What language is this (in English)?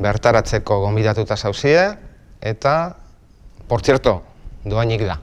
Basque